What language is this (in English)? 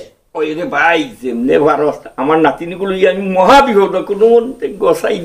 Sylheti